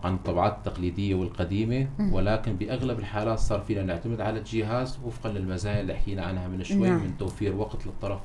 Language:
North Levantine Arabic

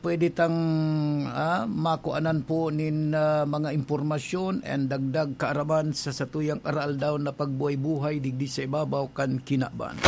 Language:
Bikol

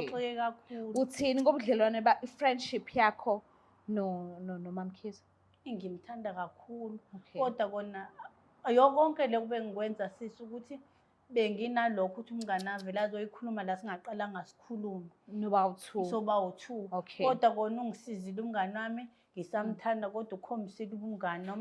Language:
Zulu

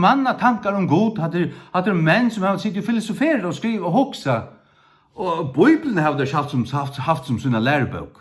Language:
Faroese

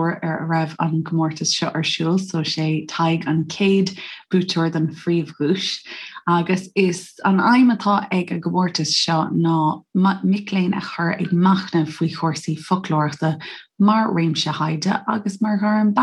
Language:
Irish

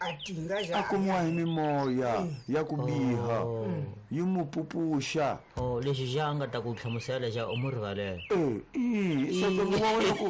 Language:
Tsonga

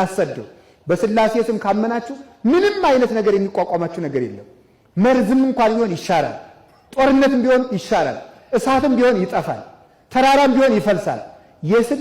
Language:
Amharic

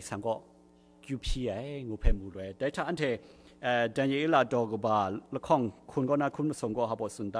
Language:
Kachin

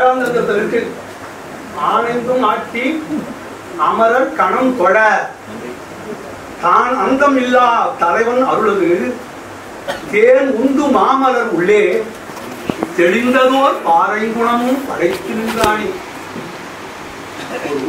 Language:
Tamil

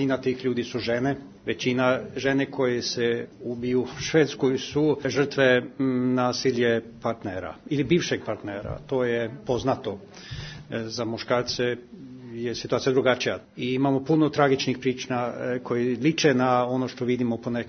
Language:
Serbian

